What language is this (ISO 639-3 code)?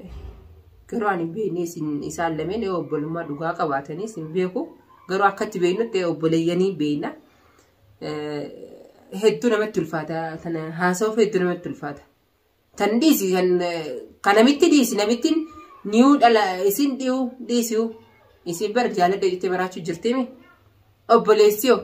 orm